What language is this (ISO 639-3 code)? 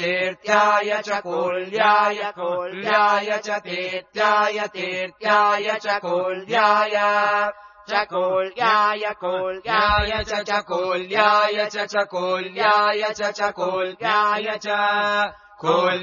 san